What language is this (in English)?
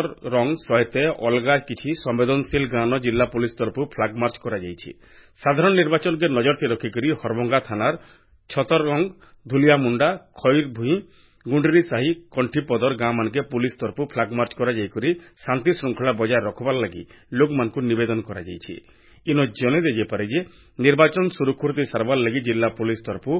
Odia